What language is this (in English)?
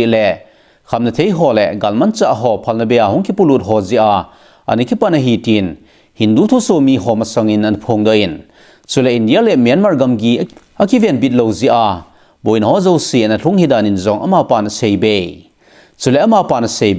Thado Chin